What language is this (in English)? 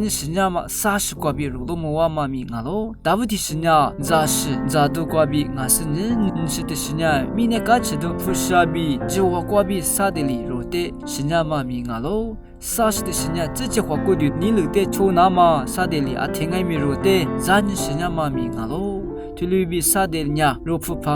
Lisu